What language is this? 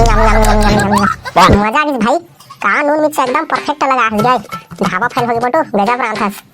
Chhattisgarhi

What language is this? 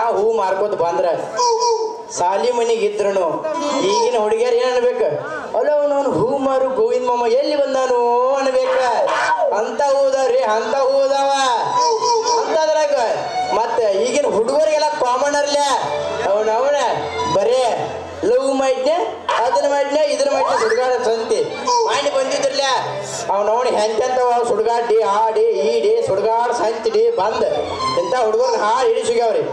Kannada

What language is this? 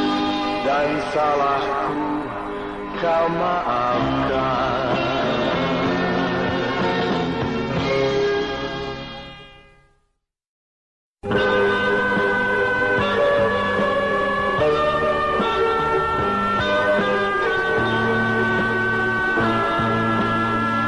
Indonesian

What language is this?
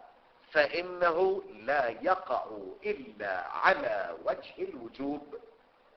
Arabic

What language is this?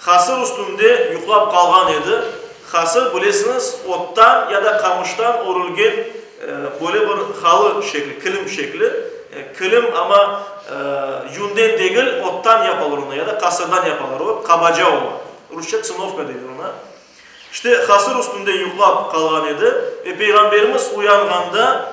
Crimean Tatar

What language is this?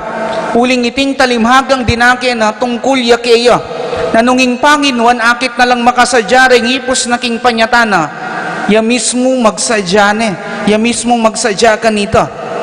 Pampanga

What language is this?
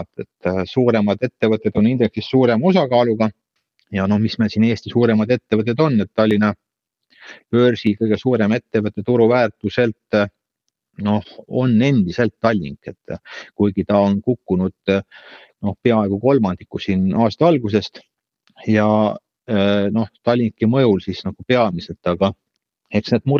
Estonian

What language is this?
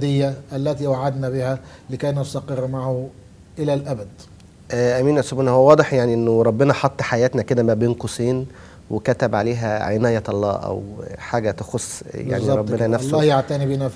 Egyptian Arabic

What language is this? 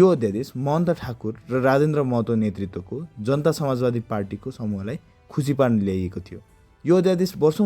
Nepali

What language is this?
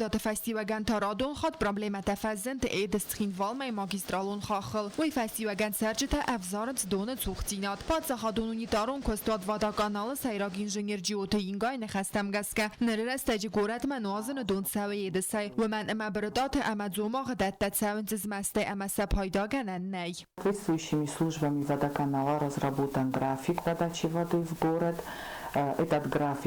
Ossetic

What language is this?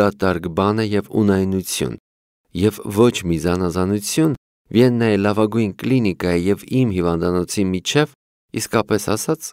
Armenian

